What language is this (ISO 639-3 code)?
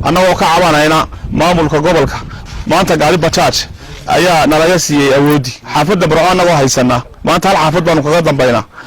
som